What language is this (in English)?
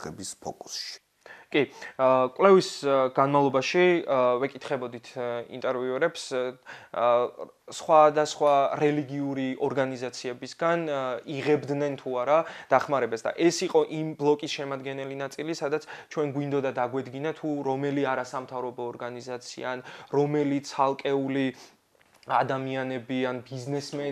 Georgian